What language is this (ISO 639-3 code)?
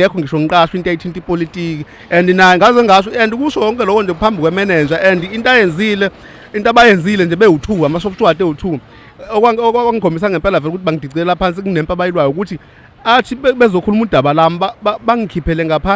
zul